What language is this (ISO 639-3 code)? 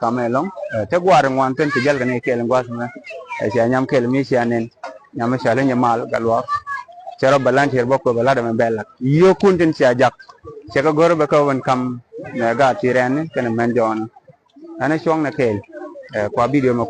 nus